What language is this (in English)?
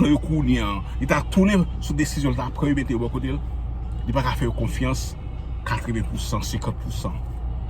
Haitian Creole